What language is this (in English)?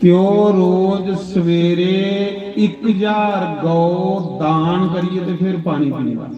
Dogri